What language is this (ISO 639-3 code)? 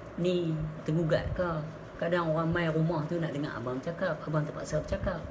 msa